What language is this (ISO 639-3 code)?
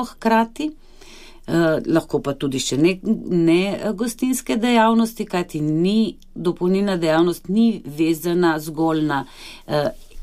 slv